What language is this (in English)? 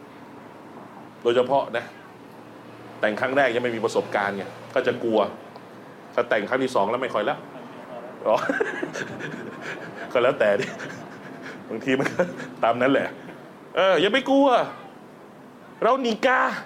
Thai